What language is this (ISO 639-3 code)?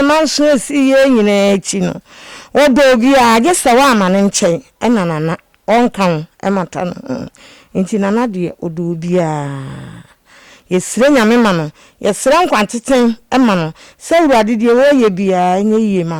aka